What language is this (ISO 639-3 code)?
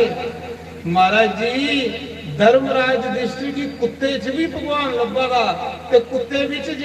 doi